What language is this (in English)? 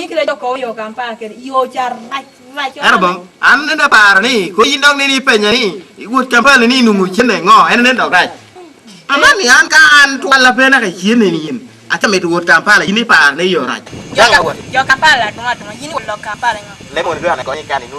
Lango (Uganda)